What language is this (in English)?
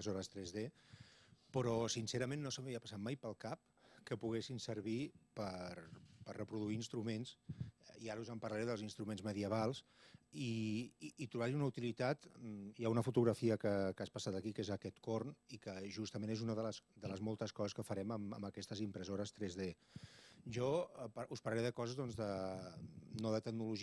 Catalan